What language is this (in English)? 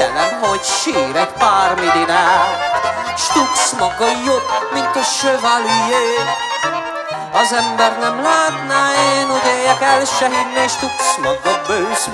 Hungarian